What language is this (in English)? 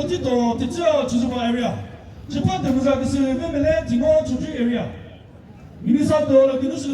Chokri Naga